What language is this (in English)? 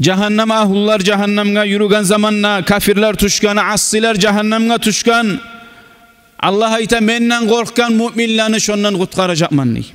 Kumyk